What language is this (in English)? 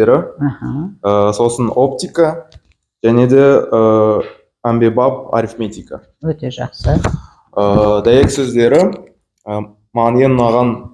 Kazakh